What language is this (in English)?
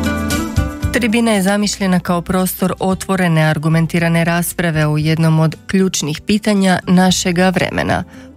Croatian